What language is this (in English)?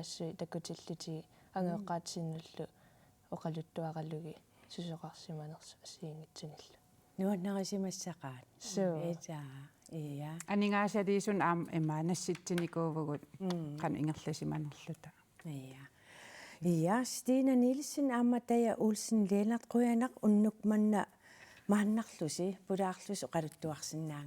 Kalaallisut